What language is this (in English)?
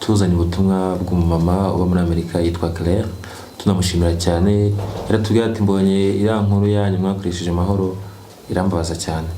Kinyarwanda